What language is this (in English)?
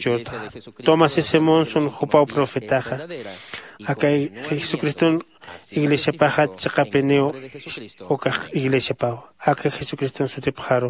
Aymara